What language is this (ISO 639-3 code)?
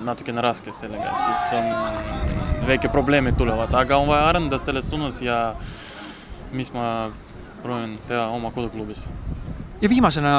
est